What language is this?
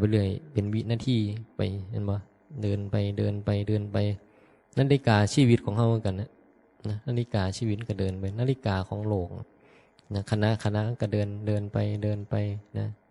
Northeastern Thai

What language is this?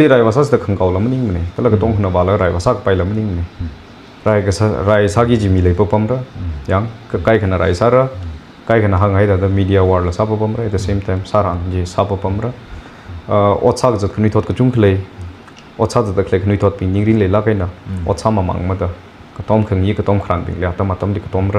Tangkhul Naga (India)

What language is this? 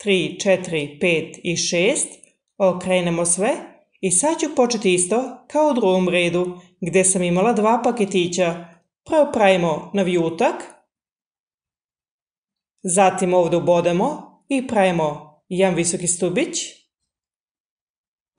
Serbian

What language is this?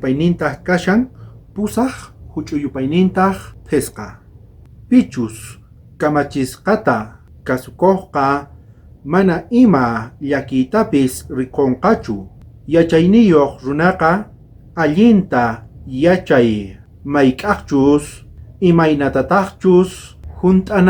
South Bolivian Quechua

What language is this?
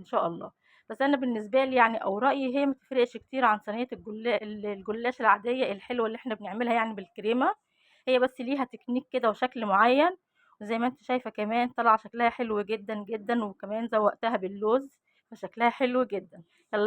Egyptian Arabic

